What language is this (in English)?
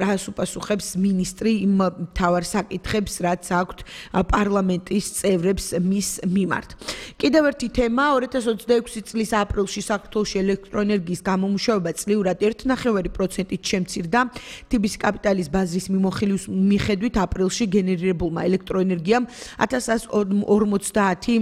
Georgian